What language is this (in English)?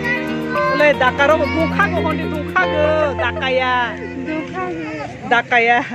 Kok Borok